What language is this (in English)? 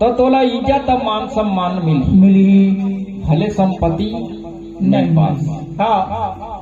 Chhattisgarhi